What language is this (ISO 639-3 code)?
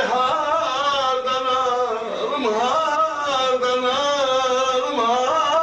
azb